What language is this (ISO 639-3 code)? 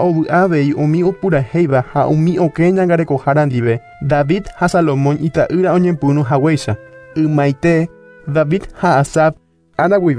grn